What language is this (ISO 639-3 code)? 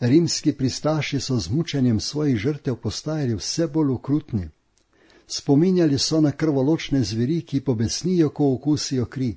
slv